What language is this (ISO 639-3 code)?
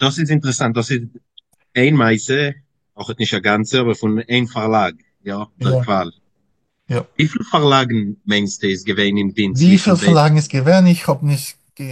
yid